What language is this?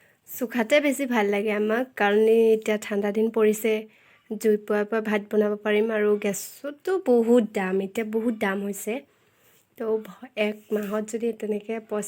Assamese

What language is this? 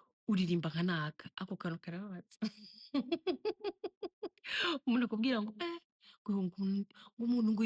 Rundi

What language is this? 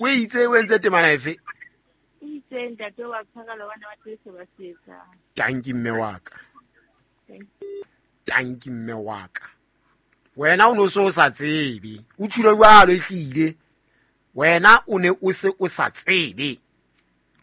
Southern Sotho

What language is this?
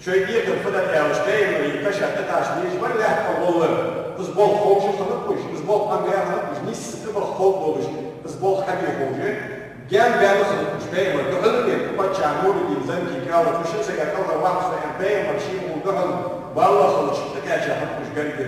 Ingush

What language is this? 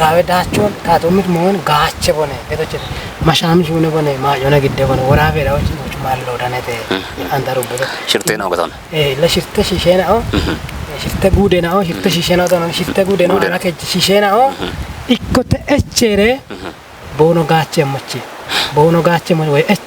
Kafa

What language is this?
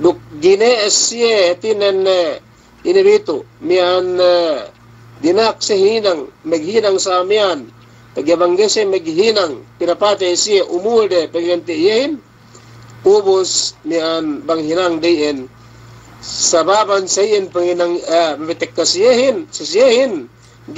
Yakan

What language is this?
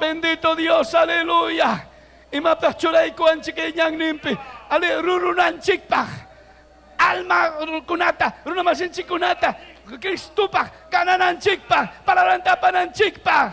Ayacucho Quechua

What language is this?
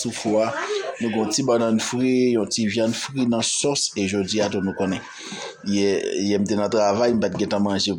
Haitian Creole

